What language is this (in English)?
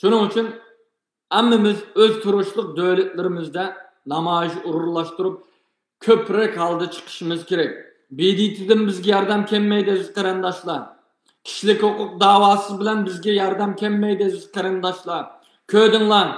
Uyghur